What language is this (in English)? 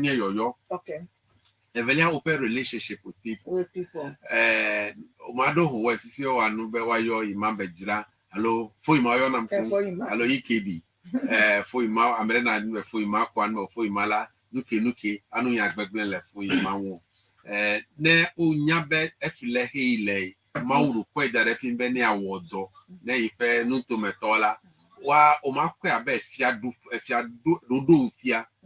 Ewe